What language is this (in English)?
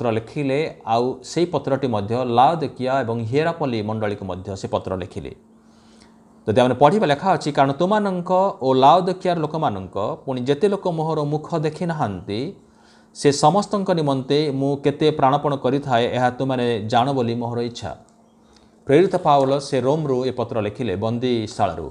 Odia